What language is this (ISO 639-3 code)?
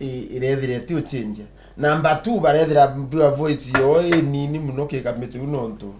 mer